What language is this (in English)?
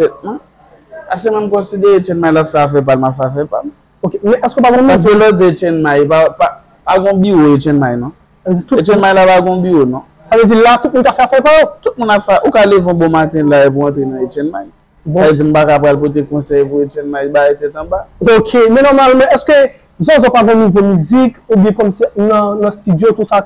Haitian Creole